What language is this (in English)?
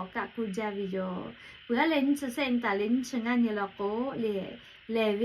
Lahu